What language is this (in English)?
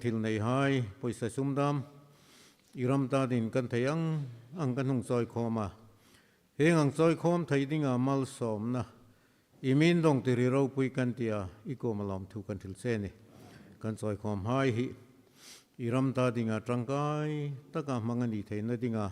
Hmar